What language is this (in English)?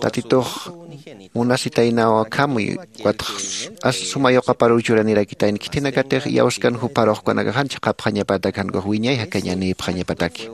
Aymara